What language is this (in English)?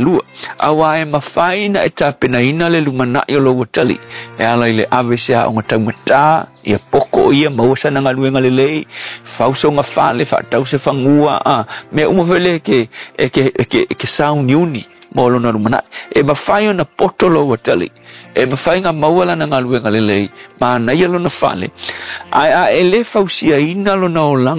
Samoan